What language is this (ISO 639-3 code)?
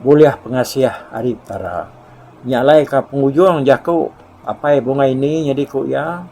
iba